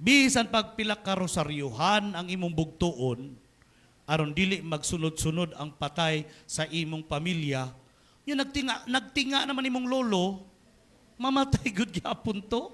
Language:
Cebuano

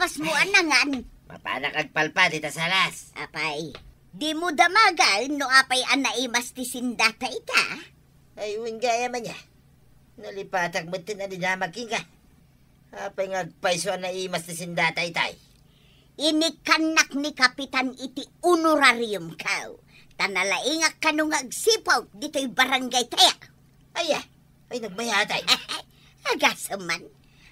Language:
Iloko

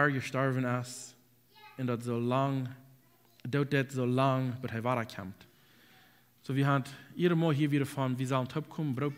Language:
Plautdietsch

